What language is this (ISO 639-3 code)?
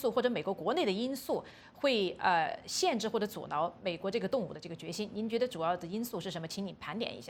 zho